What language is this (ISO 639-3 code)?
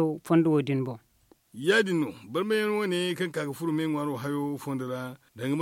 dje